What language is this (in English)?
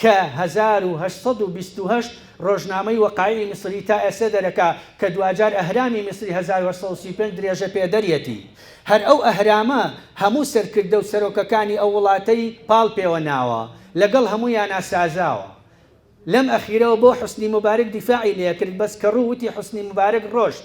Central Kurdish